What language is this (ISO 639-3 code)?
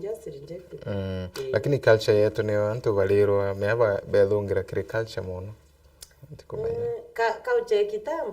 mer